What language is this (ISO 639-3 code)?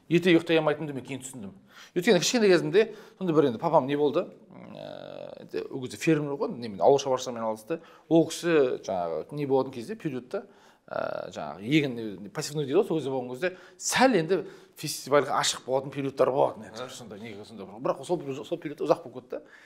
kaz